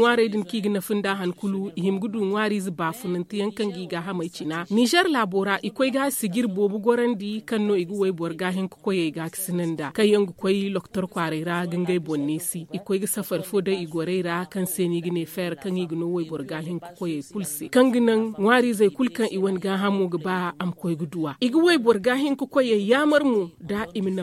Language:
Zarma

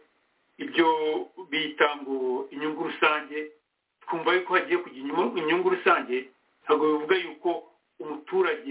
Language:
Kinyarwanda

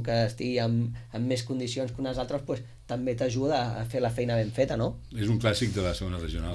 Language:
Catalan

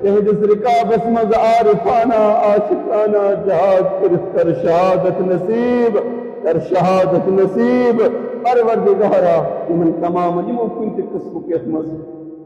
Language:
Kashmiri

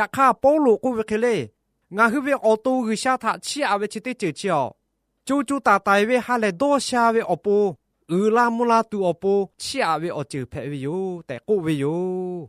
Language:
Lahu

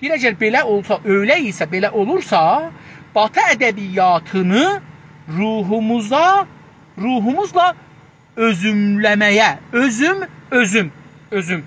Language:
South Azerbaijani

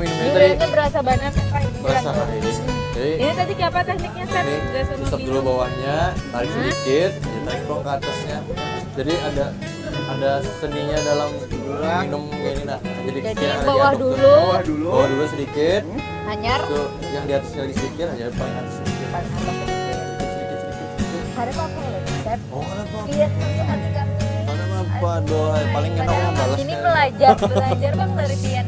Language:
Banjar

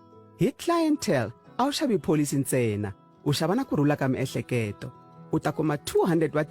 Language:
Tsonga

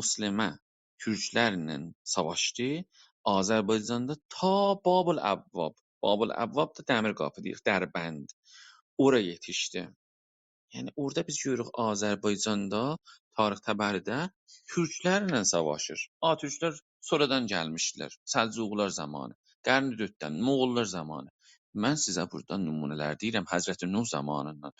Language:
South Azerbaijani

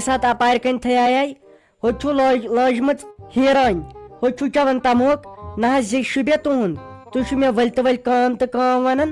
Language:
Kashmiri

